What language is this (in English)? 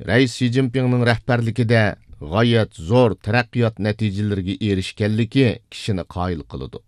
Uyghur